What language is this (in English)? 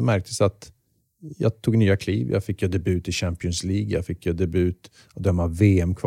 Swedish